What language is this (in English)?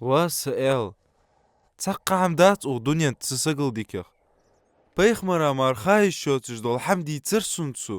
Ingush